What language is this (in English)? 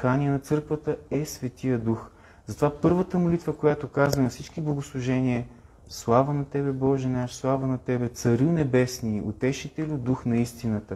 Bulgarian